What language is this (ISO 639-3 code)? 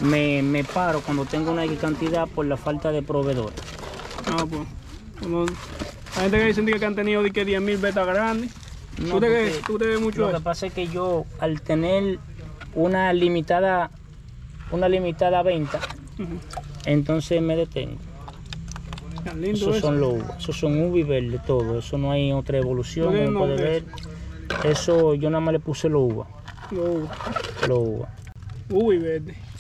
spa